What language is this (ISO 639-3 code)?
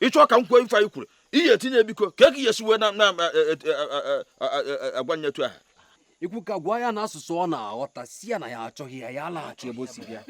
ibo